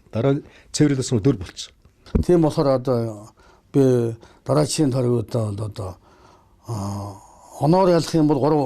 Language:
Mongolian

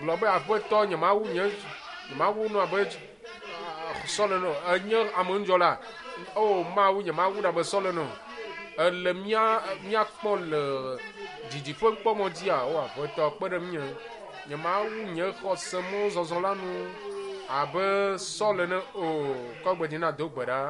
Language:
Ewe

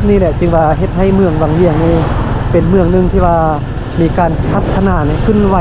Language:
Lao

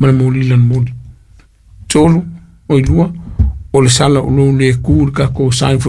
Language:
Samoan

